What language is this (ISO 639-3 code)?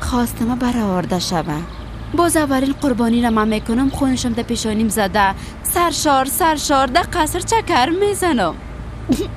fas